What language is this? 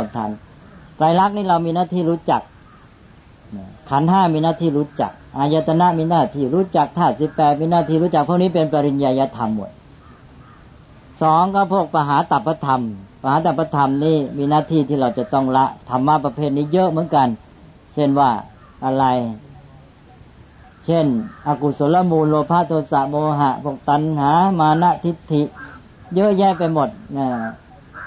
Thai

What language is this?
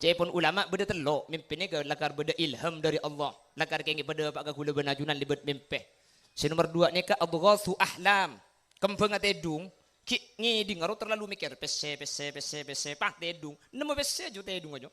Madurese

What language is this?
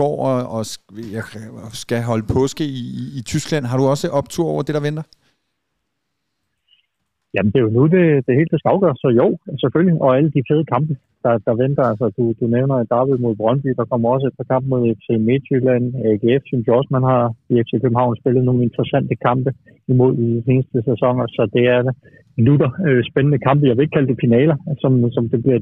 Danish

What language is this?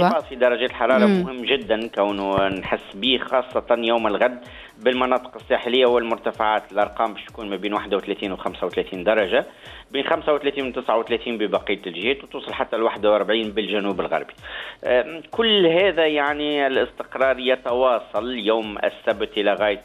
Tunisian Arabic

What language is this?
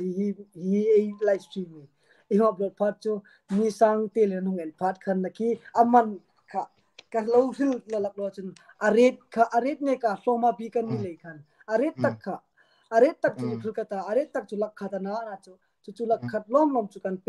Hmar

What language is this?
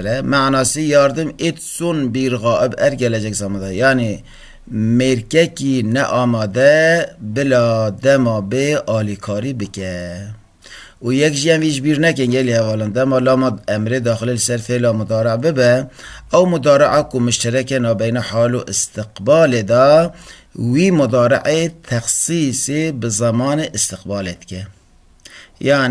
Kurdish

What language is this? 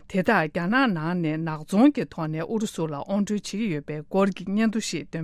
Tibetan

